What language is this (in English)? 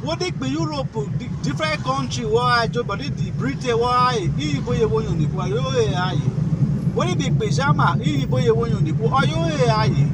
Urhobo